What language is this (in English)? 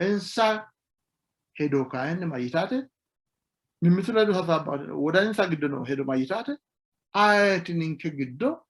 Sidamo